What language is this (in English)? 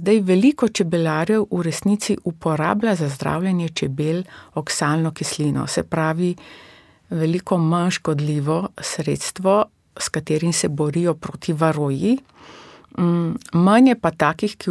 Slovenian